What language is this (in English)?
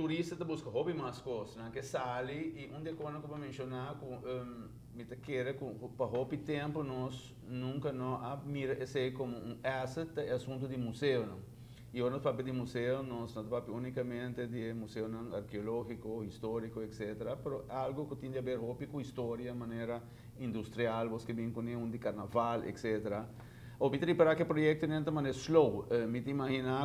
Papiamento